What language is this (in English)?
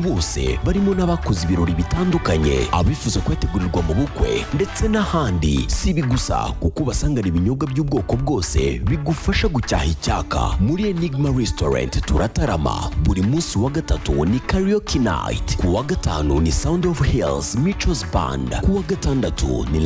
Kinyarwanda